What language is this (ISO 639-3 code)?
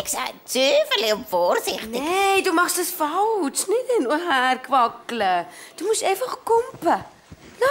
gsw